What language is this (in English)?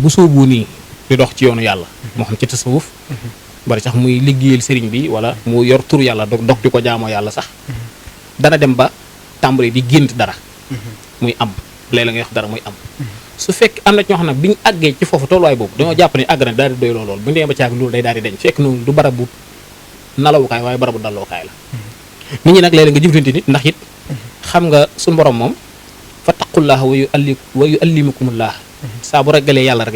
Wolof